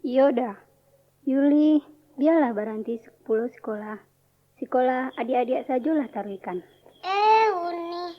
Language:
Minangkabau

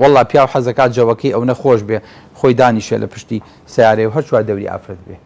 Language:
Central Kurdish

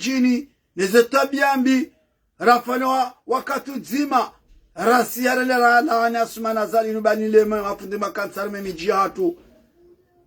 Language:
Ngazidja Comorian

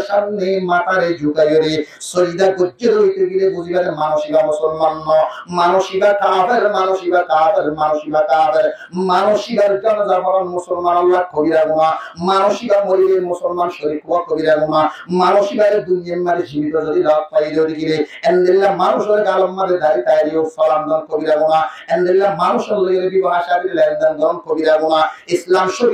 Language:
Rohingya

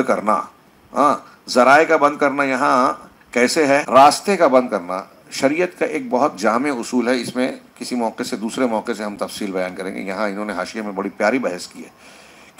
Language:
Urdu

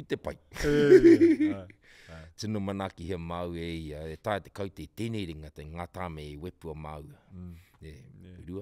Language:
Māori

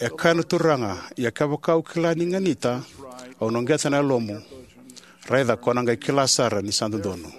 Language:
Fijian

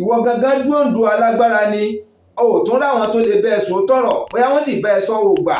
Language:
Yoruba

